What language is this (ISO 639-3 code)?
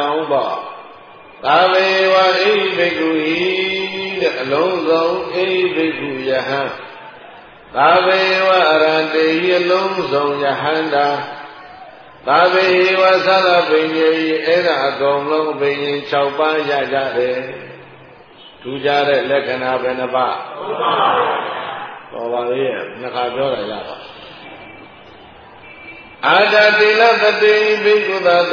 mya